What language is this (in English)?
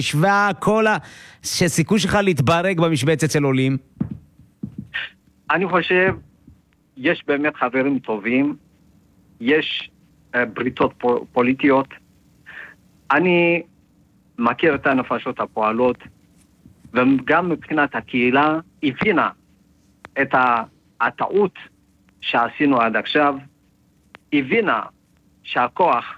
Hebrew